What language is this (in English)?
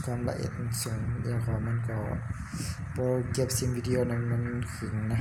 Shan